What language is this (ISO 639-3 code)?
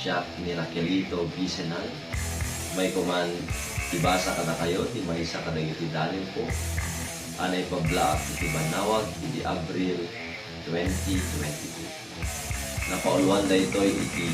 ilo